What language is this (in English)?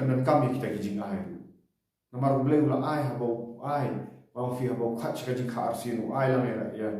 Khasi